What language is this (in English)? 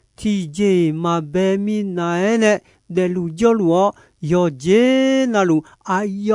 Akha